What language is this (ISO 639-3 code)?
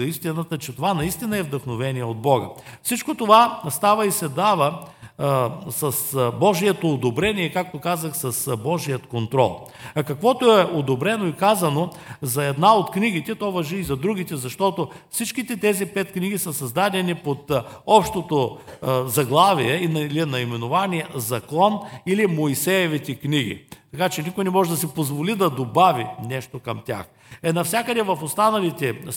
bul